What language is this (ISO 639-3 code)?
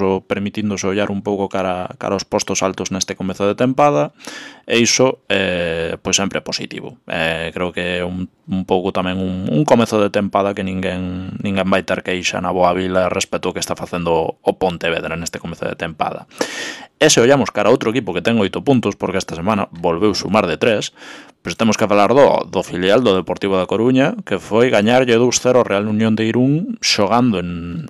glg